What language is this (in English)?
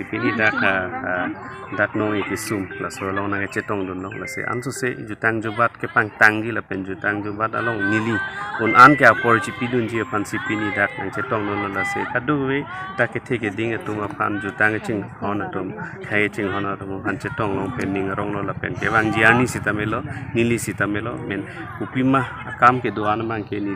Karbi